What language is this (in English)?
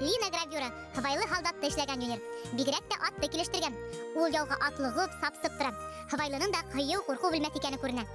Bashkir